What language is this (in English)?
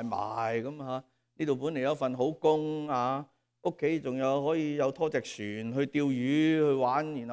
Cantonese